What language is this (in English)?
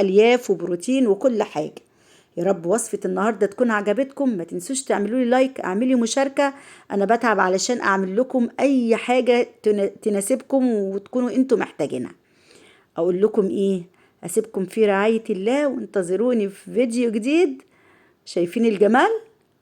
Egyptian Arabic